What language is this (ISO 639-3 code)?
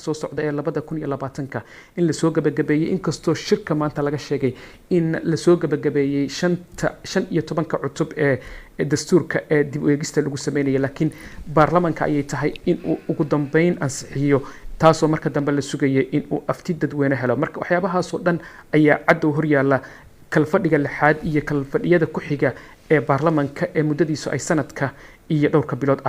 som